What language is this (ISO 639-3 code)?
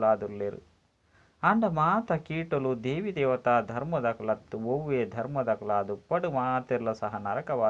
tcy